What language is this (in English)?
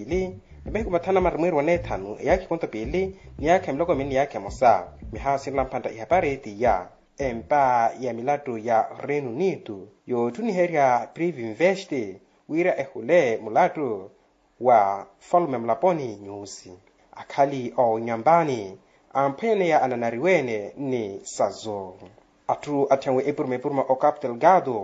Makhuwa